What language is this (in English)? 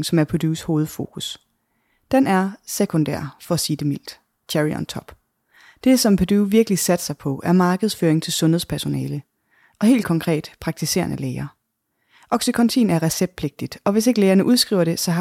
Danish